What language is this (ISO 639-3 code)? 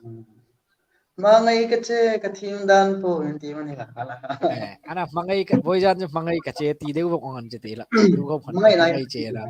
hmr